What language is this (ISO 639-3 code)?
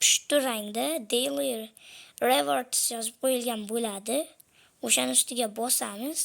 uzb